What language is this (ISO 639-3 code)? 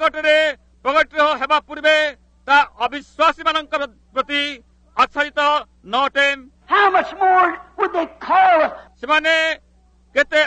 ori